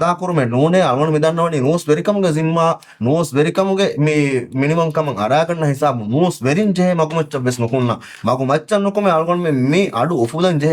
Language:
Divehi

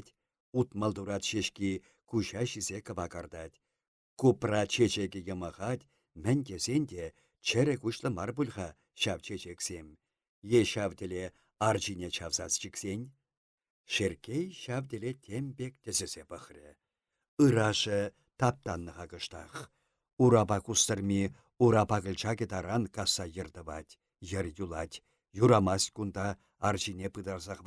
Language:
Chuvash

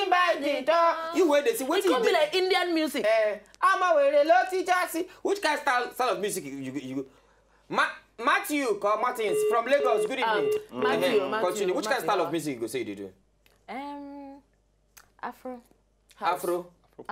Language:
Nigerian Pidgin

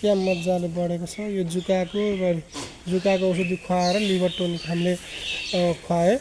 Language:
Nepali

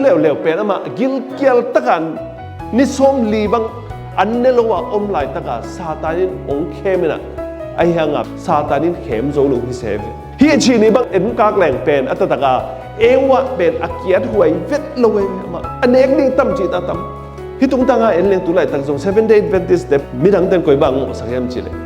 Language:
Tedim Chin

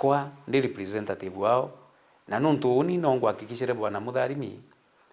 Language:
Meru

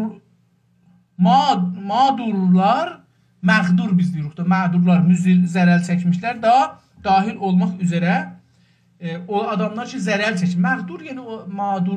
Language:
South Azerbaijani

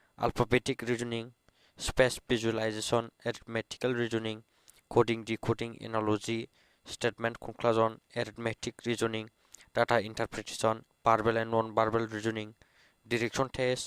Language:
Bodo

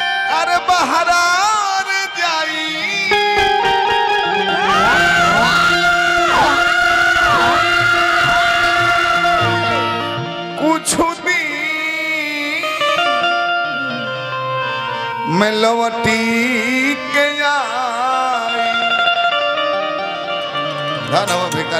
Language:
Bhojpuri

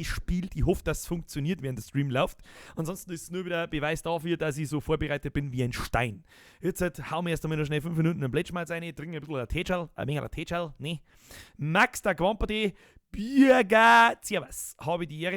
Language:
Bavarian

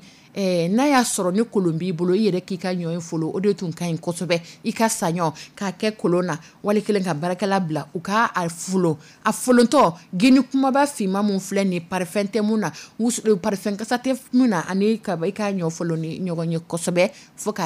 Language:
Dyula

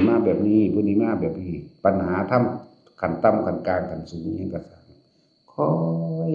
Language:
Northeastern Thai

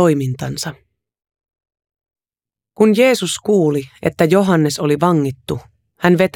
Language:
Finnish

